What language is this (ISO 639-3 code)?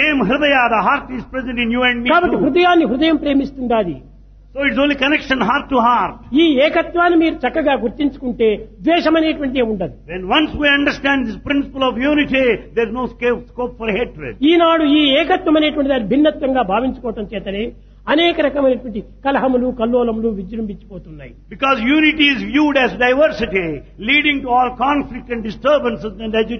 tel